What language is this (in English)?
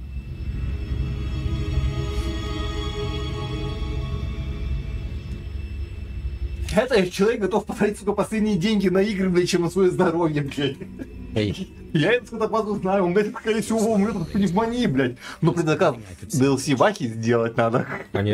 Russian